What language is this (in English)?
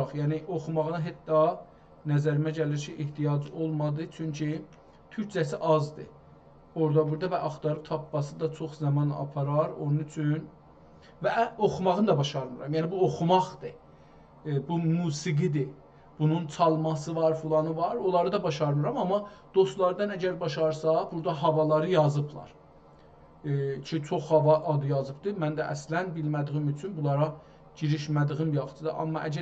South Azerbaijani